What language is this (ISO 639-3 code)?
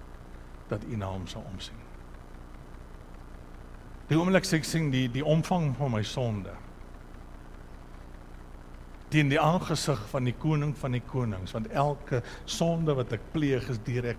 afr